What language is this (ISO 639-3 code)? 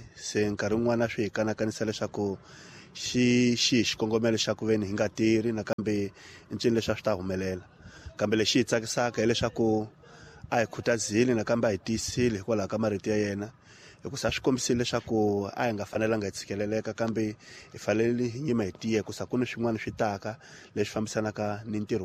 tso